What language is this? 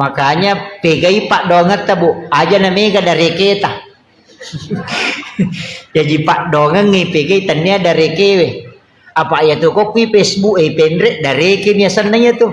Buginese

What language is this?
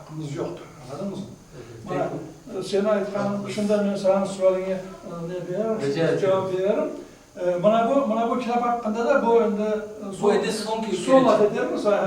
Crimean Tatar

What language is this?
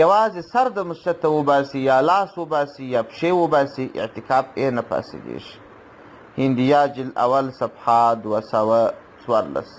Pashto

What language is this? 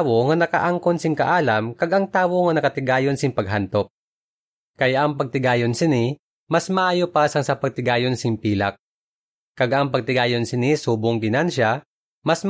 Hiligaynon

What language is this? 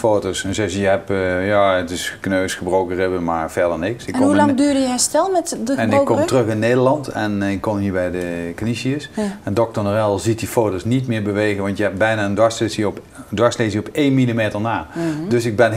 Dutch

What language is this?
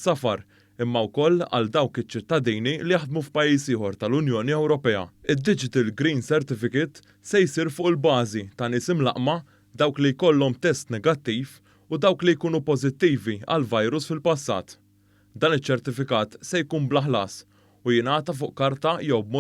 Maltese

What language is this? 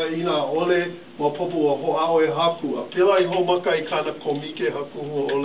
Hawaiian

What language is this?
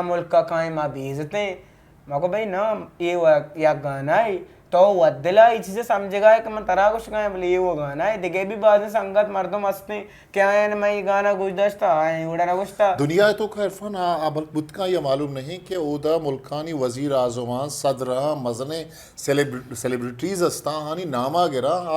Eastern Balochi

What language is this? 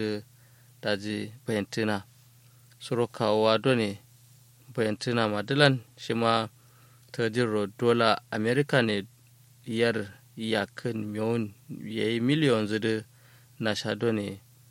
Kanuri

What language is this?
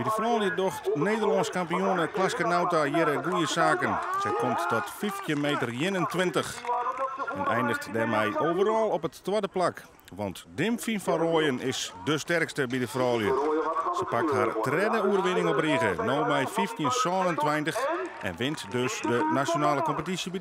Western Frisian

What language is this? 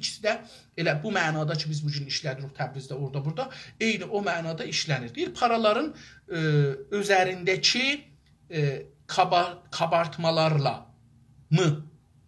South Azerbaijani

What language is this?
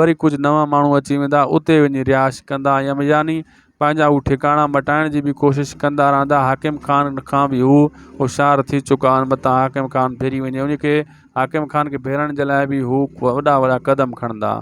Sindhi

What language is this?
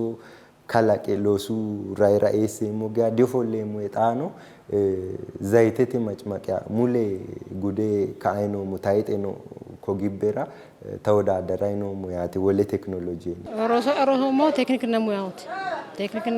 Sidamo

